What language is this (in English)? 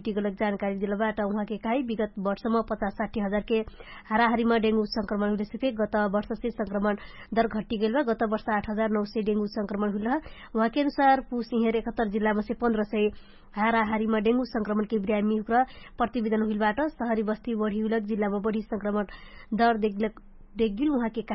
Dangaura Tharu